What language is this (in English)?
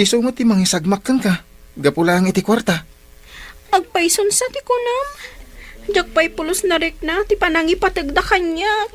Iloko